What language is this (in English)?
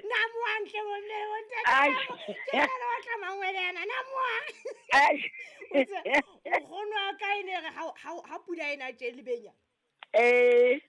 Southern Sotho